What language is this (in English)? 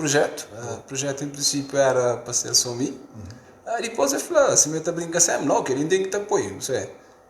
Kabuverdianu